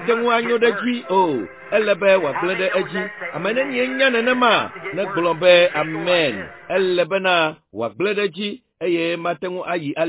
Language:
Ewe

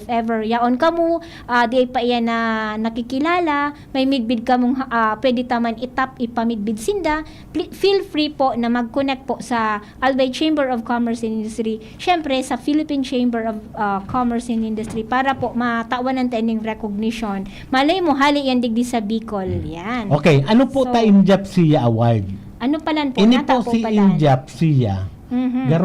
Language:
Bikol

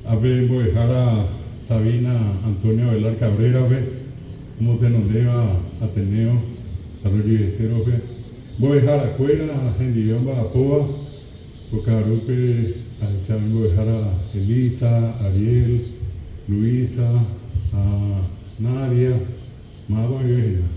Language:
Guarani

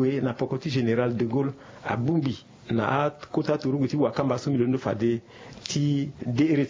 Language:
Sango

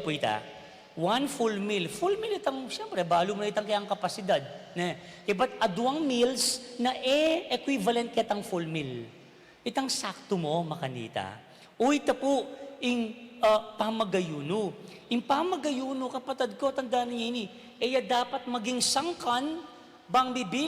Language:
Pampanga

